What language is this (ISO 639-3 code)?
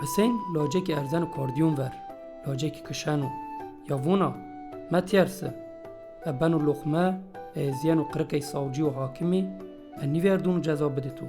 zza